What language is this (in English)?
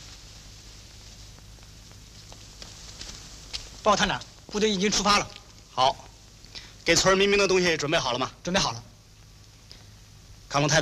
Chinese